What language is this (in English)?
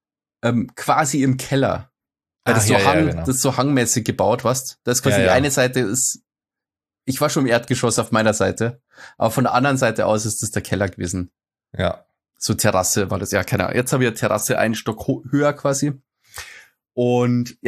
German